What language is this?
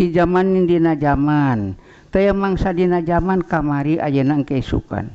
Sundanese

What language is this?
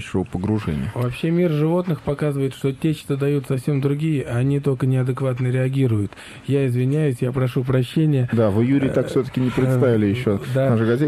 Russian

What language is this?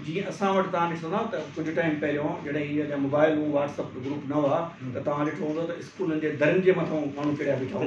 Sindhi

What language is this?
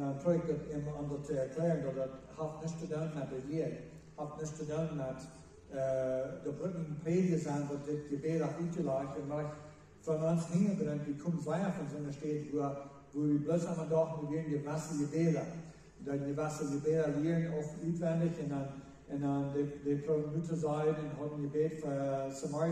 Plautdietsch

